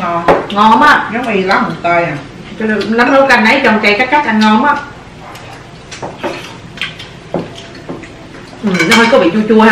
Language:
Vietnamese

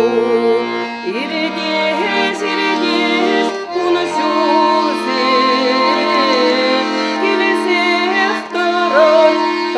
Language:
Chuvash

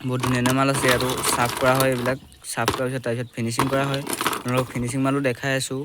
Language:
Assamese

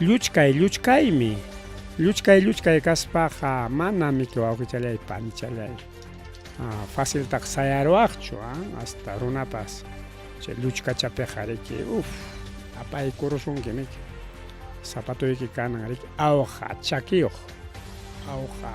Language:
Ayacucho Quechua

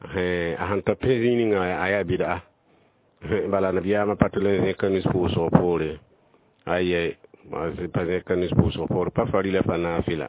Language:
Mossi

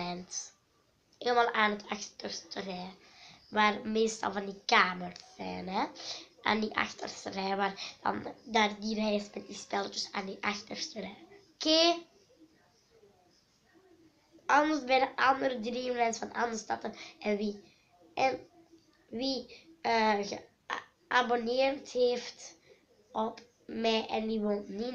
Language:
Dutch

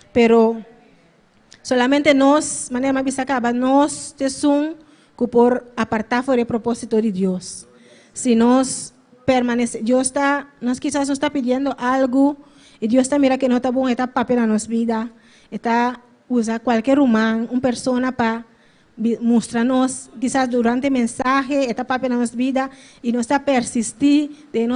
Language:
Papiamento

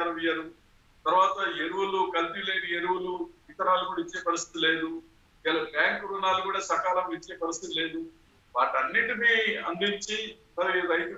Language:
Telugu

